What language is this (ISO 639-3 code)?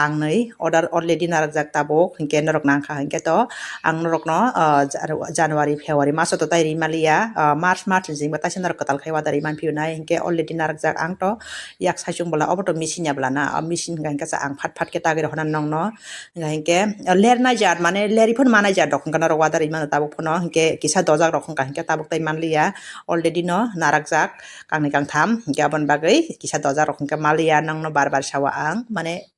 trp